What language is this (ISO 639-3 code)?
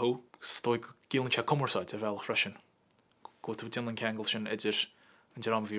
gle